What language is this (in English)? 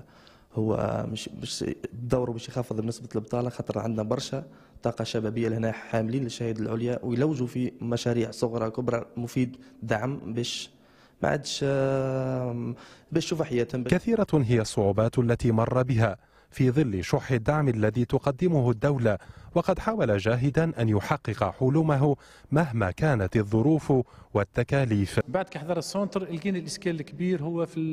Tunisian Arabic